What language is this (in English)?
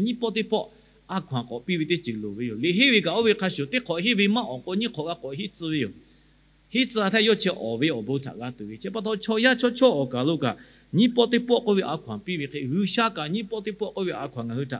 Lahu